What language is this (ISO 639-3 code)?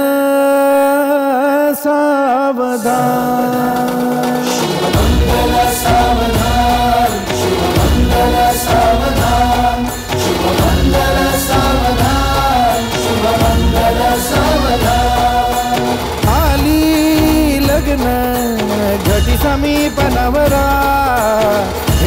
mar